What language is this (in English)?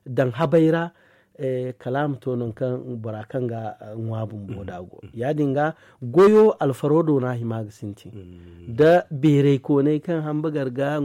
Zarma